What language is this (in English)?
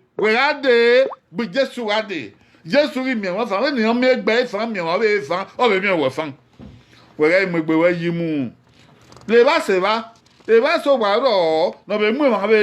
Bini